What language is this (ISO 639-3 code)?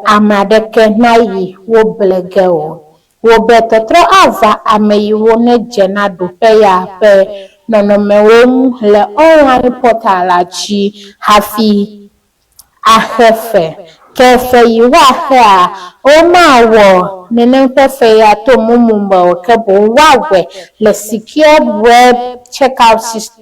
ewe